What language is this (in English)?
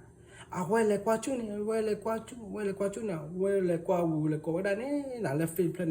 S'gaw Karen